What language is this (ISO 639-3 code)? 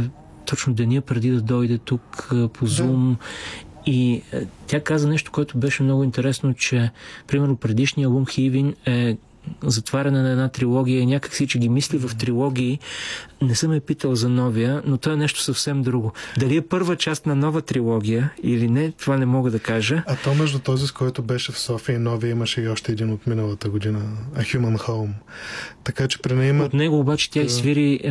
bul